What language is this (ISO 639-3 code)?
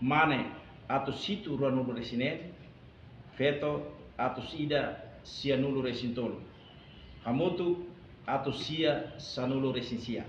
tet